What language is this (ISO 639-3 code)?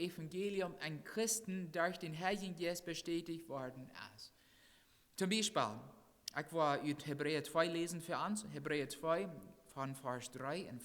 pdt